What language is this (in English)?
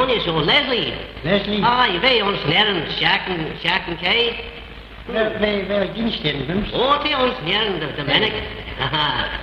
Manx